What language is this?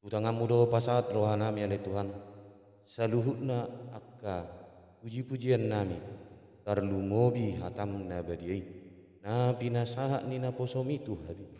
Batak Toba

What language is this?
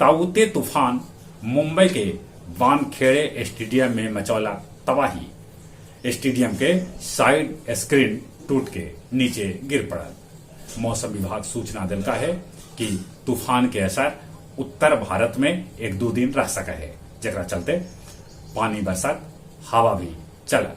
Magahi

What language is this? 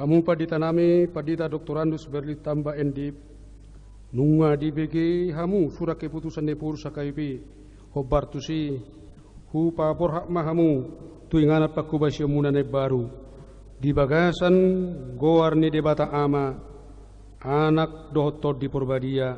Batak Toba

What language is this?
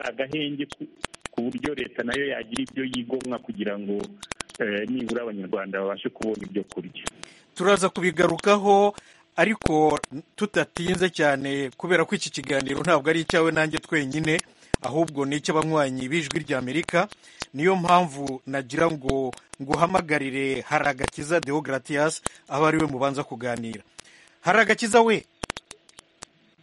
Kinyarwanda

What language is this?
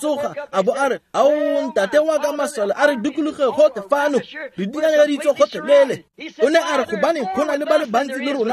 Tswana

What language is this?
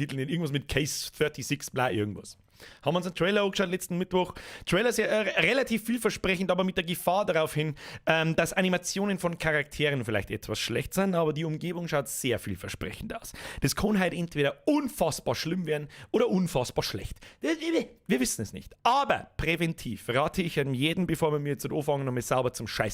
Bavarian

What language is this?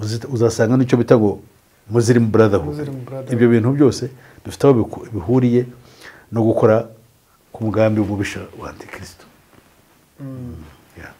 Kinyarwanda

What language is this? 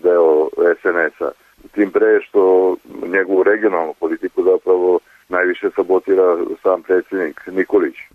Serbian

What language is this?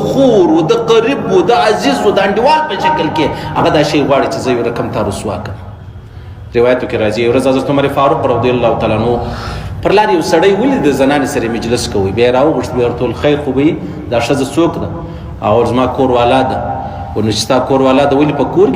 Pashto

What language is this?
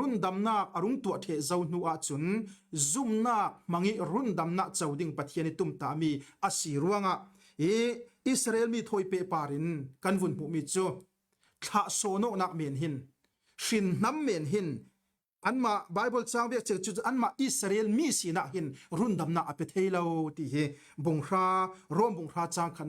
Falam Chin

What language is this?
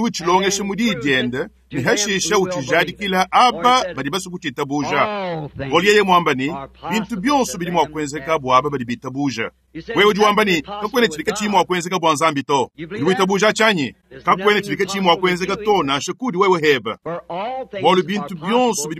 Luba-Lulua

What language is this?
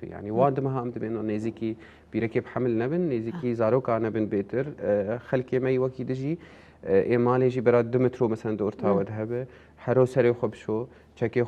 Kurdish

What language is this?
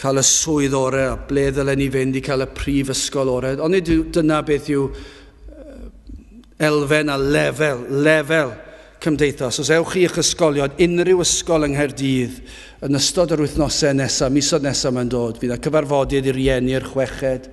Welsh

